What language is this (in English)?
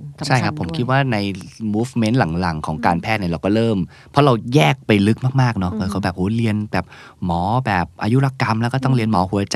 Thai